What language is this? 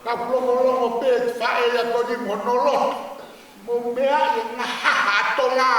Tongan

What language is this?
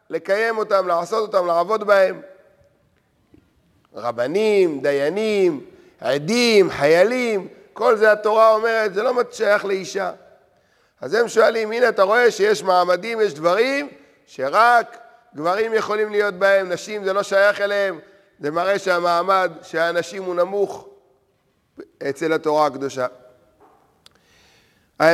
Hebrew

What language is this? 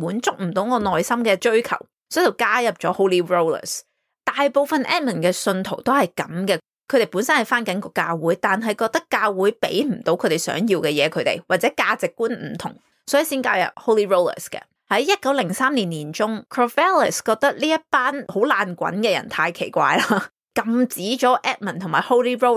Cantonese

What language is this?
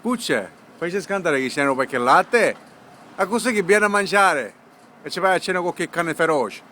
Sicilian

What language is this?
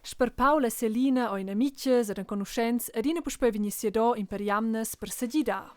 Romansh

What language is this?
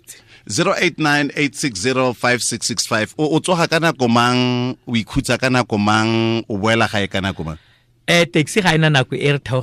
Tswana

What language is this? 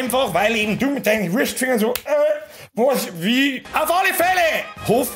Bavarian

